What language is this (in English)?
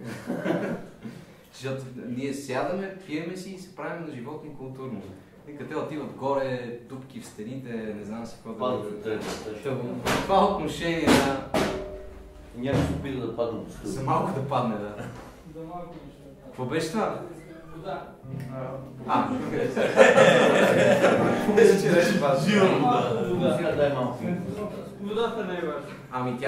Bulgarian